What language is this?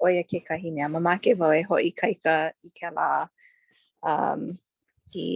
Hawaiian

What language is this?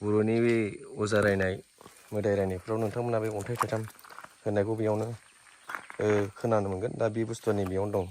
Bodo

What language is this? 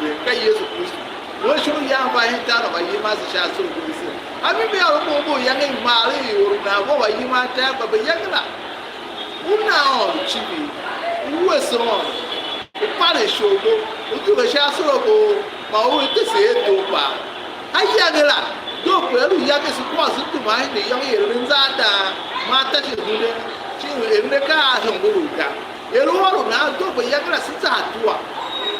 Tiv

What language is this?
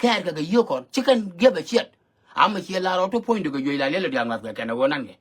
Nuer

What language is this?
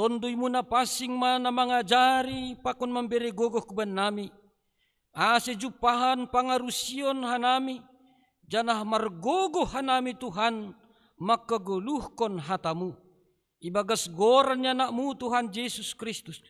Batak Simalungun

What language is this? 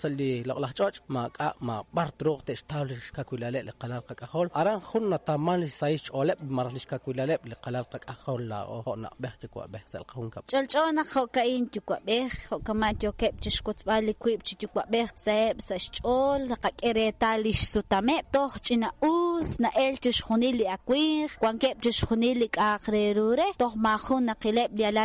Kekchí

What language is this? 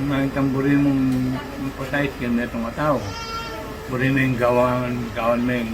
Pampanga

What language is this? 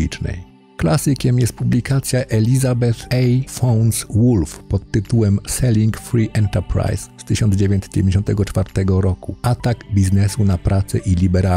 Polish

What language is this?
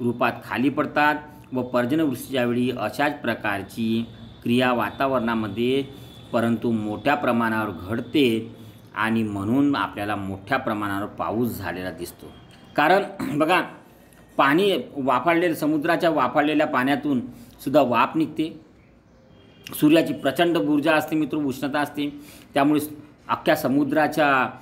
Marathi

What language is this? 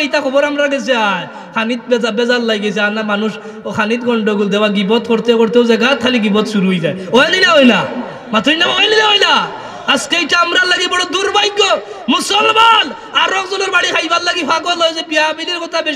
Sylheti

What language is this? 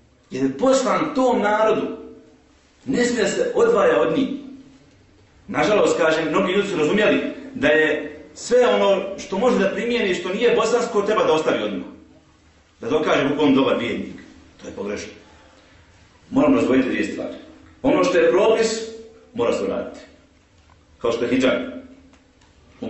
Bosnian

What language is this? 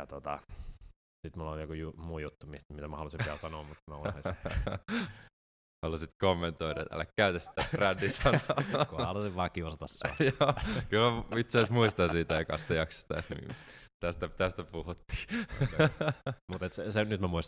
Finnish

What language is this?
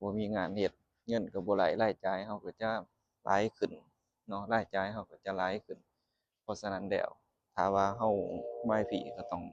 Lao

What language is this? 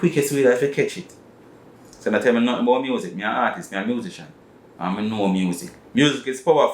Jamaican Creole English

